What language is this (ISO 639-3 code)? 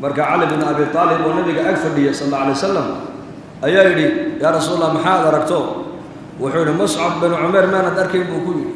som